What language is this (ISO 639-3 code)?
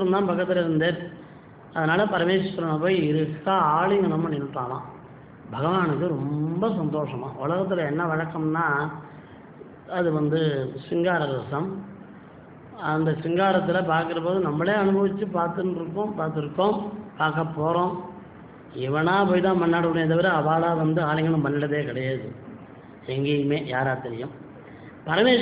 tam